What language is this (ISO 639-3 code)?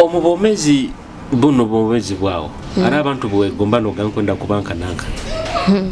nyo